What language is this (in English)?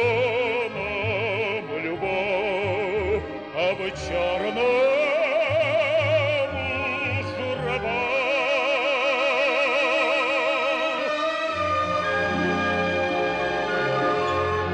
Ukrainian